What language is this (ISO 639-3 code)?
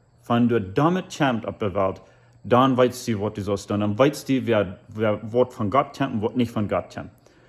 pdt